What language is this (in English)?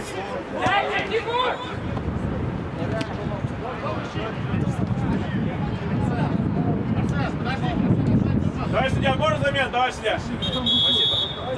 Russian